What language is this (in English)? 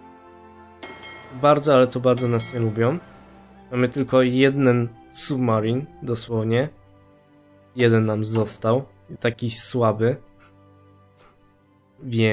Polish